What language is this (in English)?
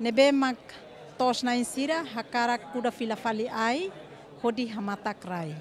Tetum